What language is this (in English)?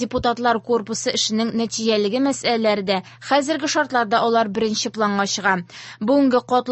Tatar